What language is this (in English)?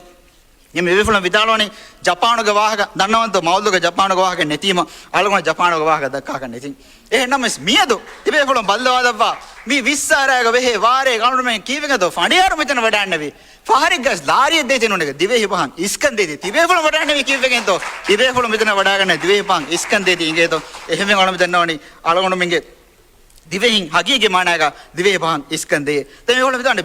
Divehi